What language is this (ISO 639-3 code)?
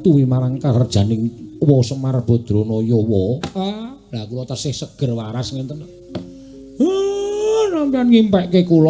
jav